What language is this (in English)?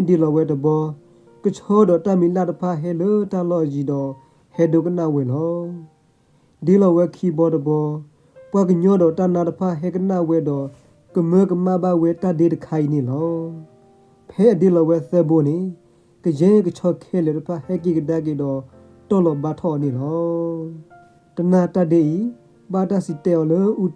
S'gaw Karen